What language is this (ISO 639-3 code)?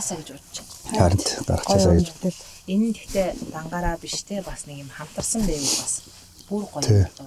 mon